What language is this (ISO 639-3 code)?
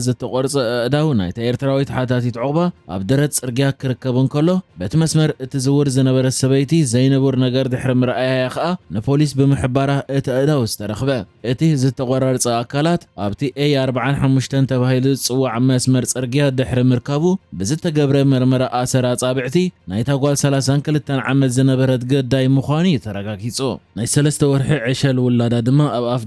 tir